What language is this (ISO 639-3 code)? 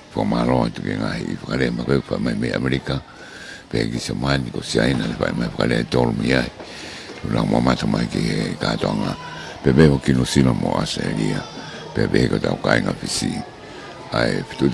ton